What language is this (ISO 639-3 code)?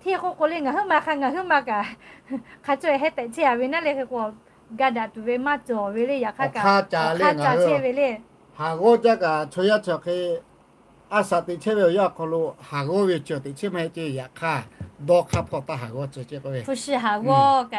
lhu